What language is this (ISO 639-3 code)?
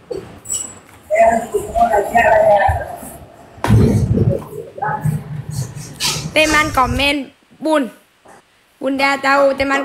ind